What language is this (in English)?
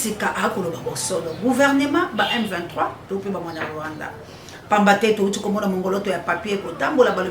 Lingala